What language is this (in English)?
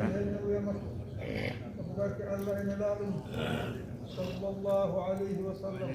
Fula